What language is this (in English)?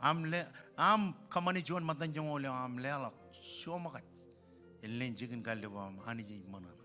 Marshallese